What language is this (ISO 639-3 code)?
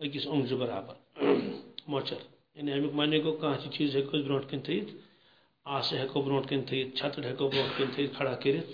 kas